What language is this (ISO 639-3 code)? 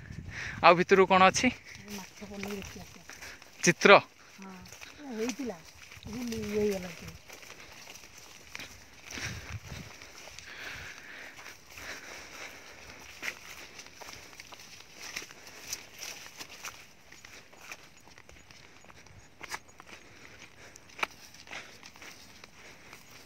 ori